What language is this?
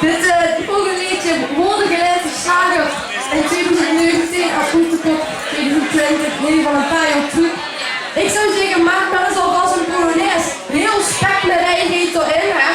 Limburgish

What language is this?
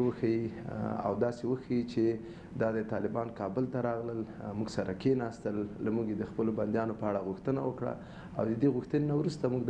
Pashto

